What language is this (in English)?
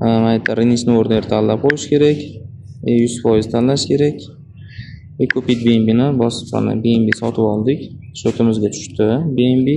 Uzbek